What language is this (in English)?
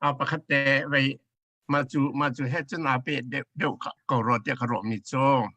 Hakha Chin